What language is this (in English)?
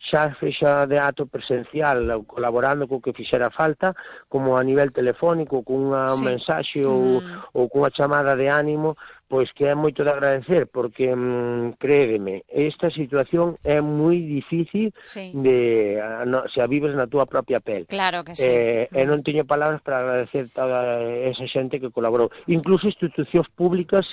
Galician